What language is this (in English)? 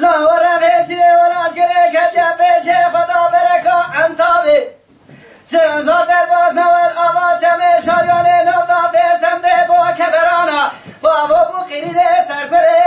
Kurdish